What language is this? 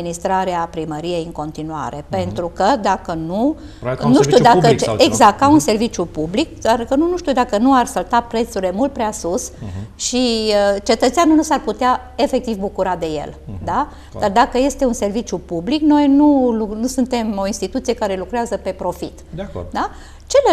Romanian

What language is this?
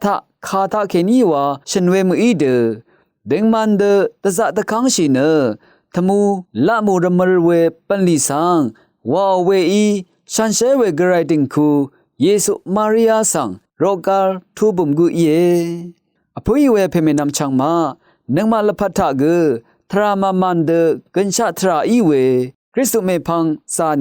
Rawang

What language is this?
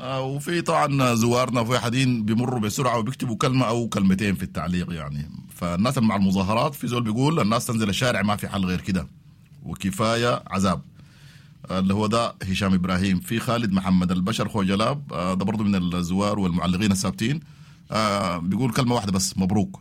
Sudanese Arabic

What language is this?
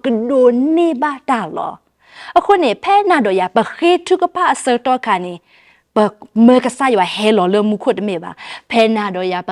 S'gaw Karen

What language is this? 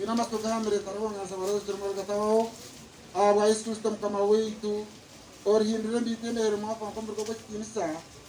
Nyankole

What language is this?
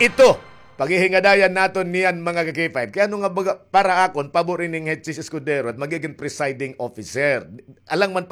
Waray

